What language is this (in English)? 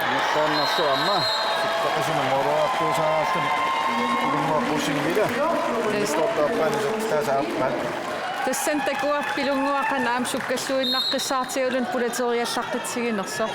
Kalaallisut